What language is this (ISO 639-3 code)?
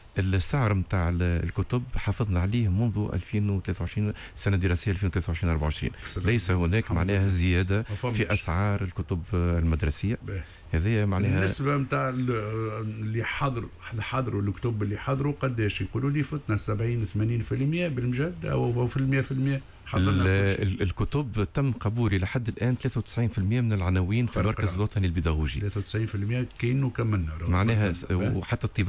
aeb